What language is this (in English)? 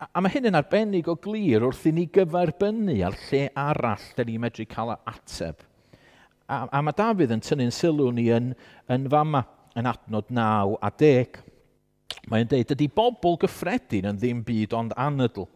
Welsh